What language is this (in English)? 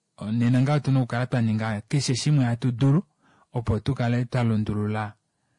Kuanyama